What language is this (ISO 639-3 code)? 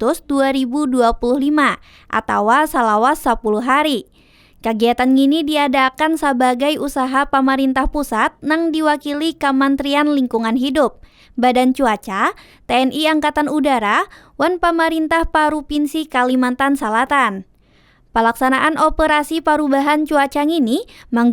bjn